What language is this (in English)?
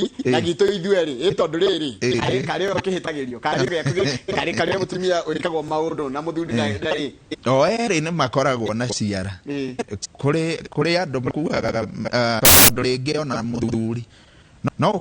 Kikuyu